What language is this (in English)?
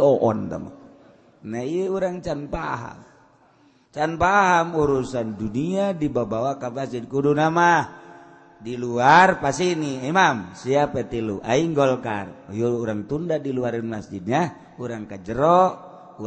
Sundanese